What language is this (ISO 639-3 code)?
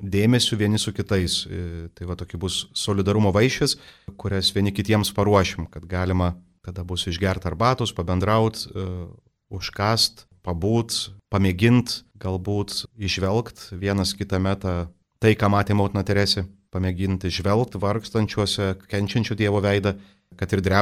lit